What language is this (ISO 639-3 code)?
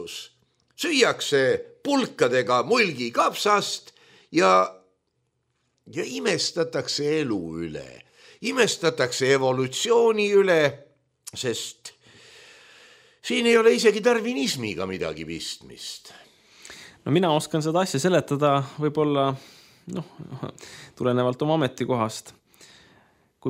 est